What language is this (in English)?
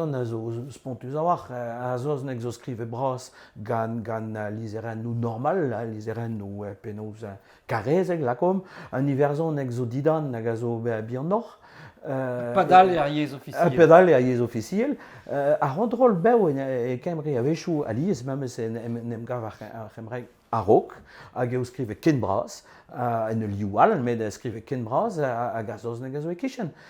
Breton